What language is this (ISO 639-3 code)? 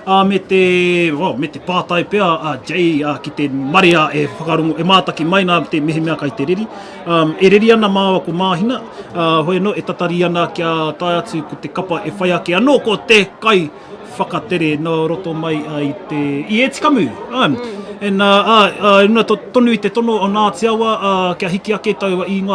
mri